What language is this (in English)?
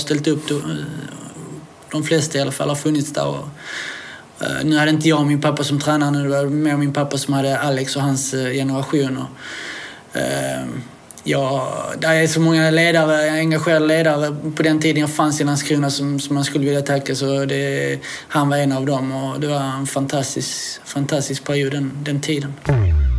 Swedish